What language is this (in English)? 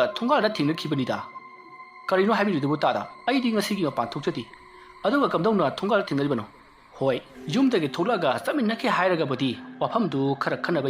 Manipuri